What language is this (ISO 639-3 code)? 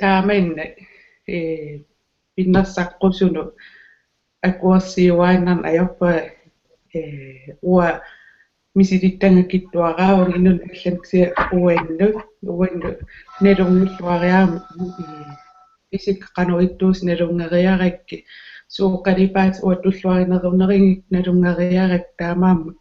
kal